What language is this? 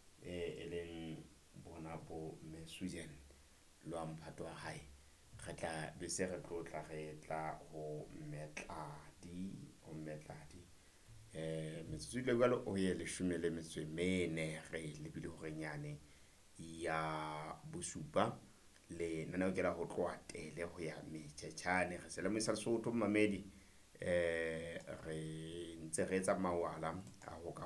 Southern Sotho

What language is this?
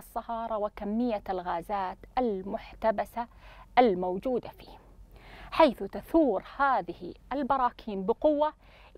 Arabic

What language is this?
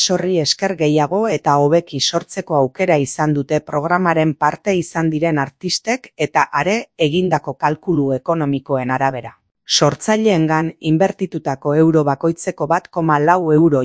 Basque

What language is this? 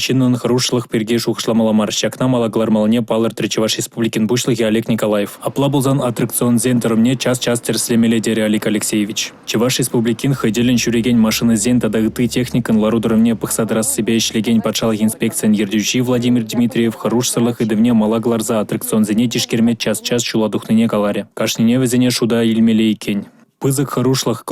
Chuvash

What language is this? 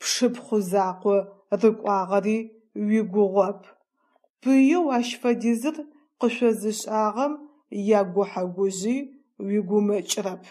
Adyghe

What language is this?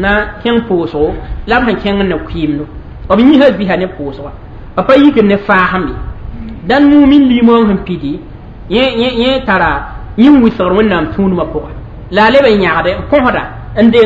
Mossi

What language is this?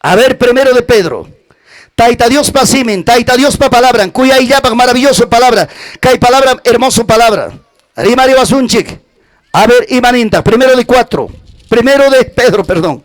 Ayacucho Quechua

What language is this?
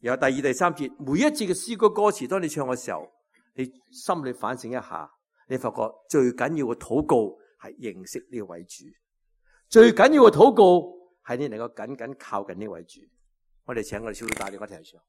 Cantonese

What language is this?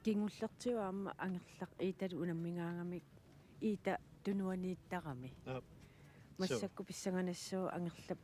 Kalaallisut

